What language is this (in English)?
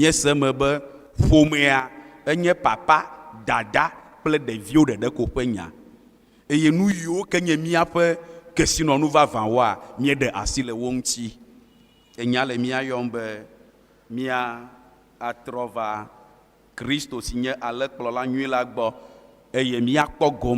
Ewe